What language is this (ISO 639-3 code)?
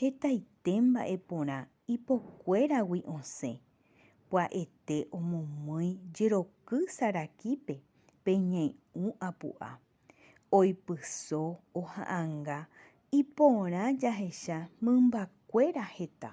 grn